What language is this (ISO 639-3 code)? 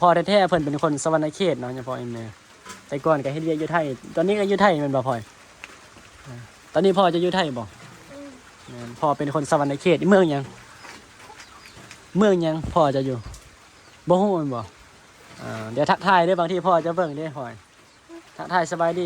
tts